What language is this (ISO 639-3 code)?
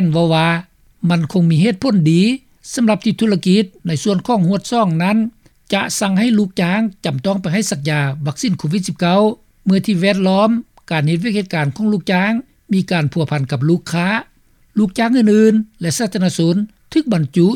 lao